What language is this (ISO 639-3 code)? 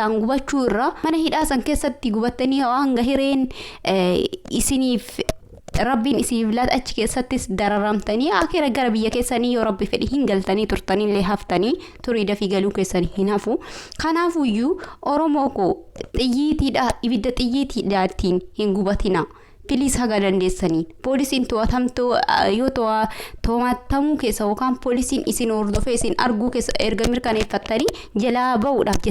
orm